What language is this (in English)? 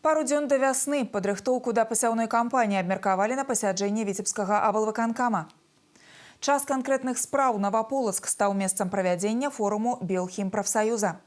Belarusian